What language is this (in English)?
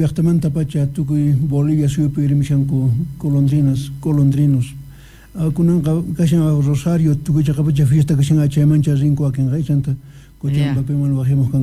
South Bolivian Quechua